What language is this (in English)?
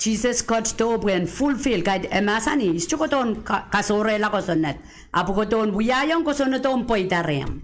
Pohnpeian